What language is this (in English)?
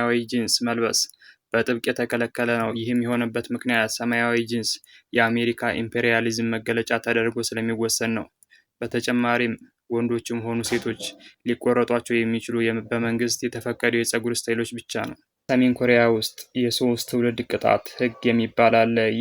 Amharic